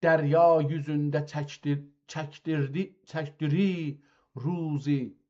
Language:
South Azerbaijani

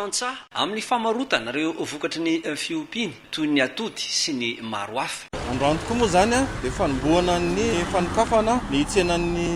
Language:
Malagasy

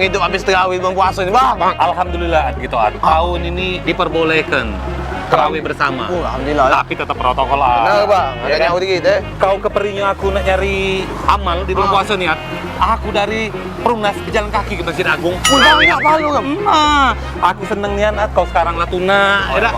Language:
Musi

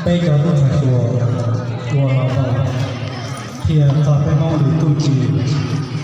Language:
Hmong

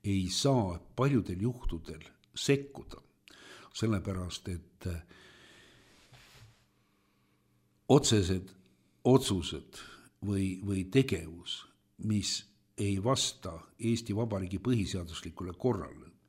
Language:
Estonian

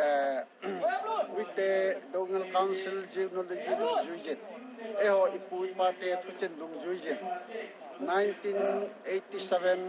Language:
Thado Chin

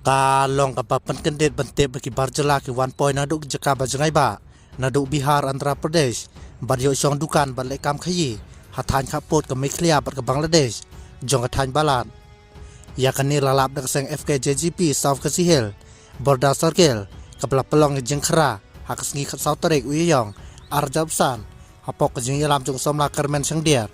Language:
Khasi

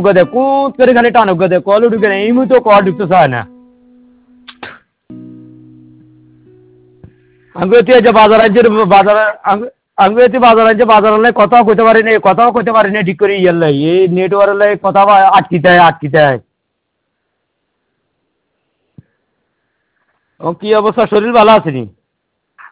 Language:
Bangla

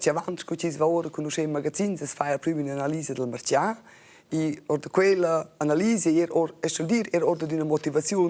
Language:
Romansh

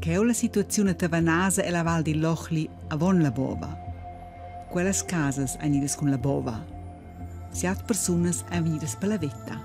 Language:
Romansh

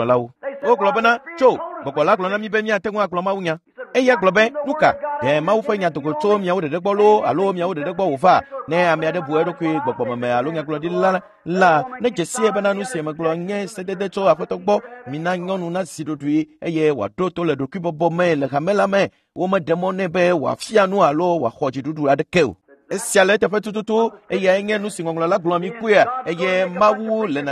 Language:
Ewe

